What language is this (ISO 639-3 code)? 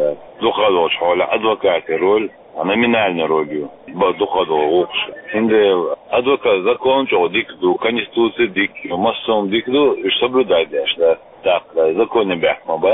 che